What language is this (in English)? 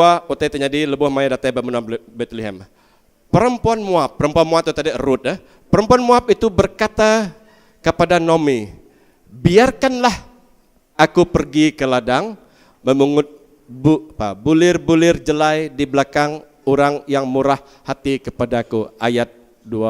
Iban